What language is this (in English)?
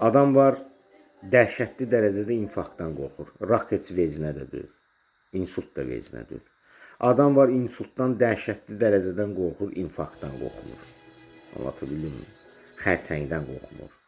Azerbaijani